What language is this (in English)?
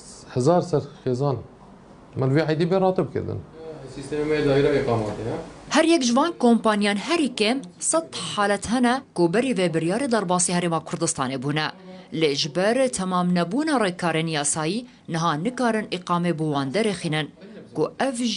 Kurdish